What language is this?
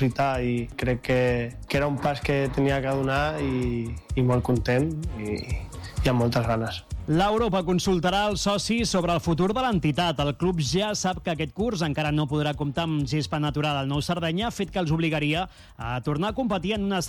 Catalan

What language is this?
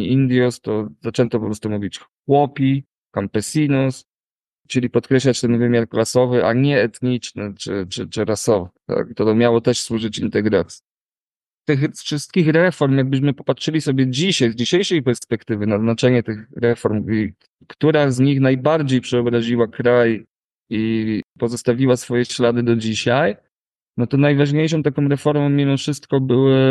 Polish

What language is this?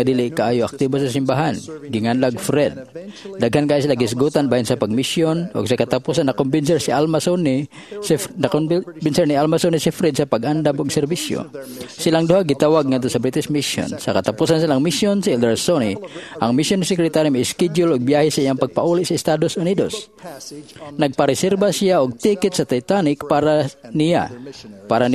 Cebuano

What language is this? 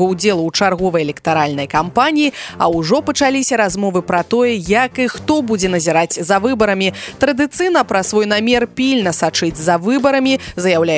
Belarusian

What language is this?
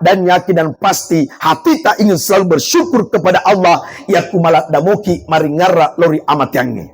Buginese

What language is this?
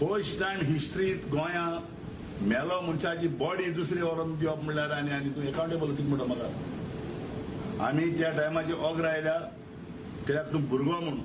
Konkani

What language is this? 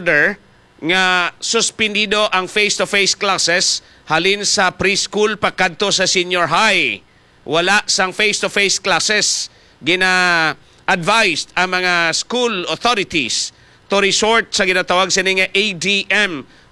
Hiligaynon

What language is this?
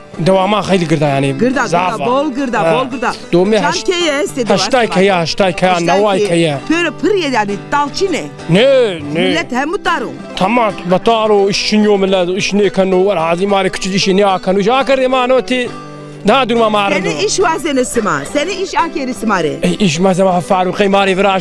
Zaza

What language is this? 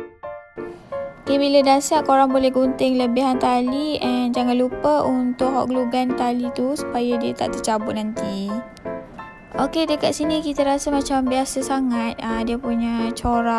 Malay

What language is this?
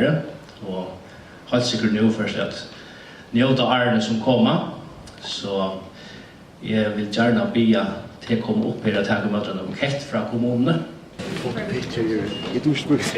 Faroese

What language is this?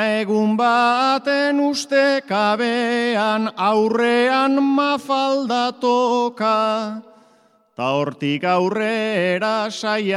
Basque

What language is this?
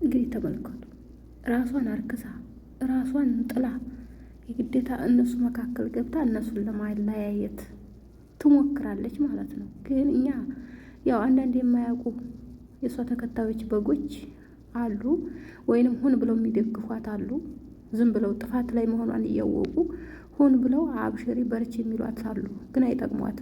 Amharic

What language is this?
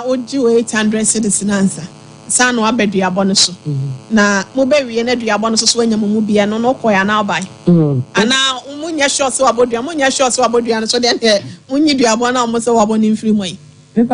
Akan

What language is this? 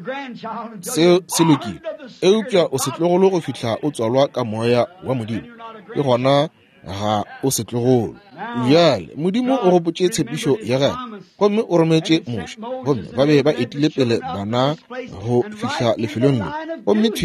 Northern Sotho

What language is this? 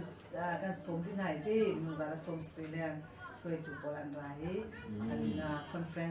Hakha Chin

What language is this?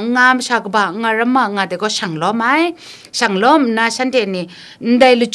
Kachin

